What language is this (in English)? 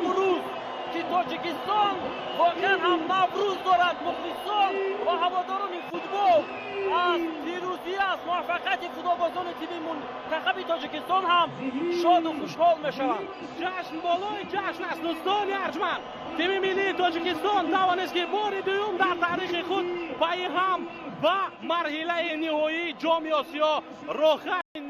Tajik